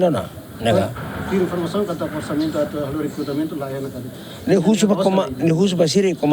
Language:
Tetum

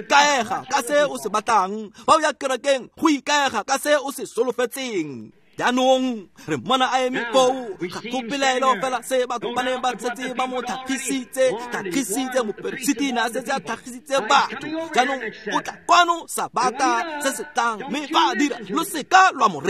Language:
Tswana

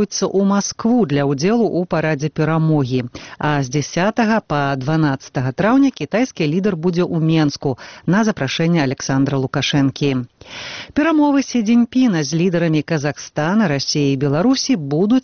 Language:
Belarusian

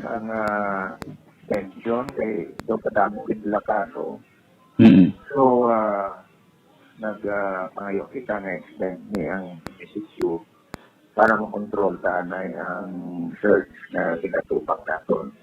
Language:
Hiligaynon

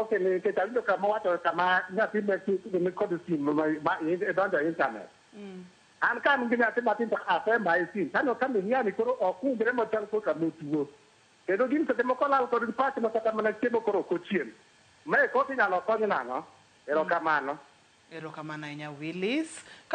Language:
Luo (Kenya and Tanzania)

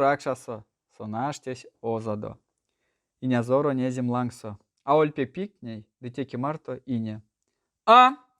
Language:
Erzya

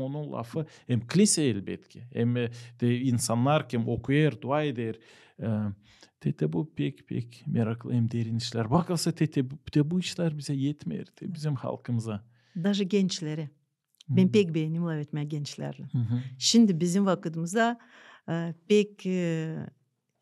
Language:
Gagauz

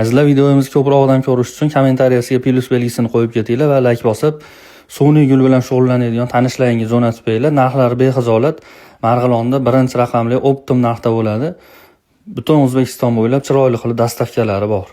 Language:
Uzbek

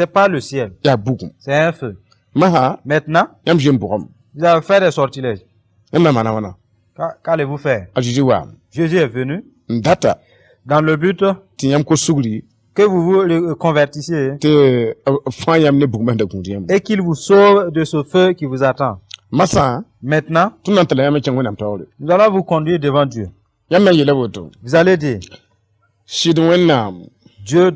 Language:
Mossi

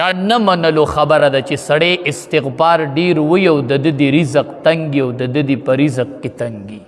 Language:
Pashto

